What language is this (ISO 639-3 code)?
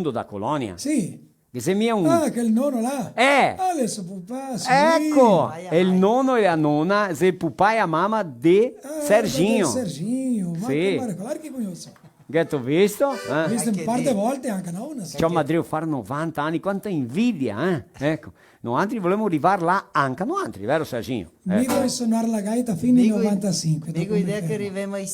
vec